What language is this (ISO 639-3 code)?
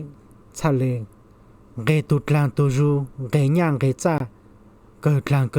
hmn